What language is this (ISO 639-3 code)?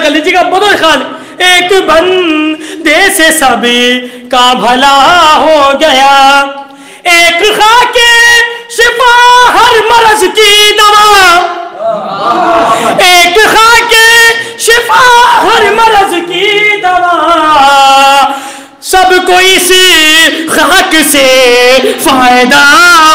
urd